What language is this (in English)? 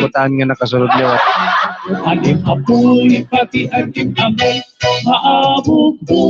Waray